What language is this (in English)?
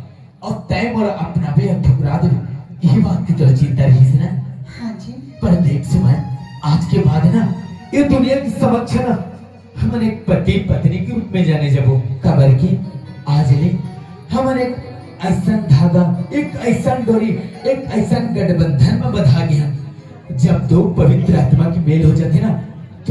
Chhattisgarhi